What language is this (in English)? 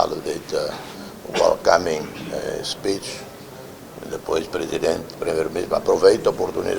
Tetum